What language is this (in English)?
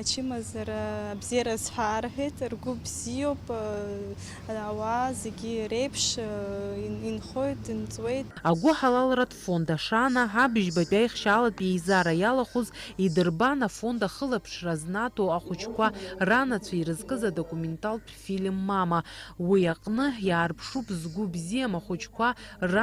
Abkhazian